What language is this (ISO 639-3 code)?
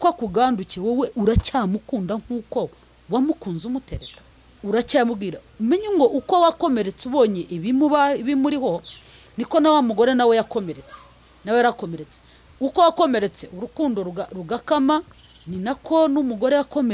kin